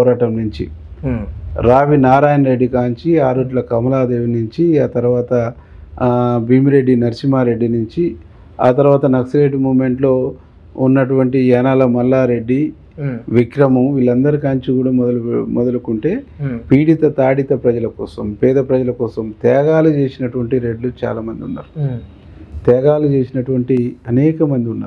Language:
Telugu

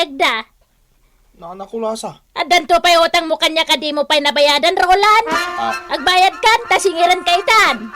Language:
Iloko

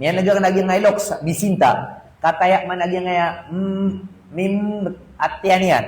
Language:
Maranao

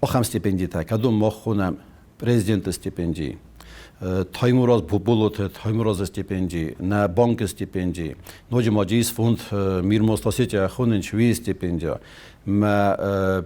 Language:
Ossetic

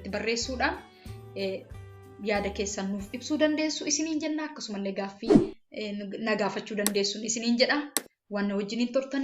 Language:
Oromo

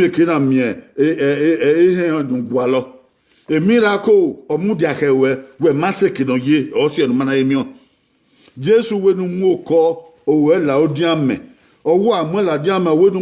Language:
Bini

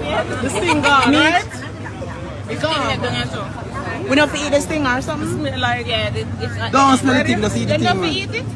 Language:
Jamaican Creole English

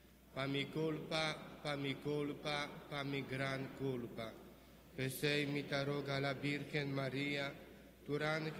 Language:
Papiamento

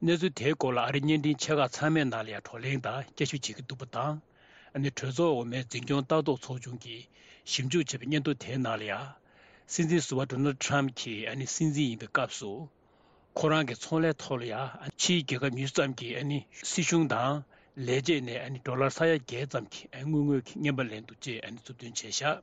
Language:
Tibetan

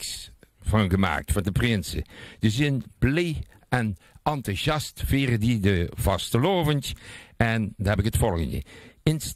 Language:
Limburgish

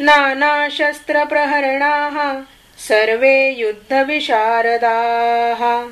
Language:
Sanskrit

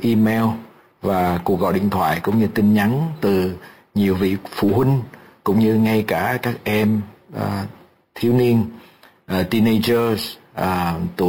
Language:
Vietnamese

